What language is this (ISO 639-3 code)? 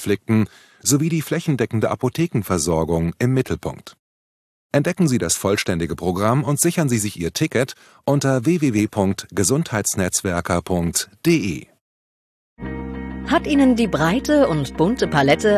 deu